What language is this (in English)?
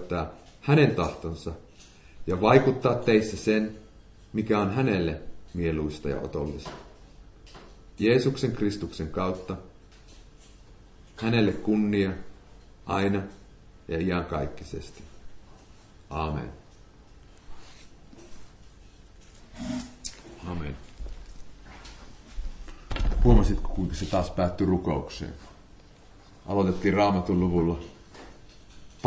Finnish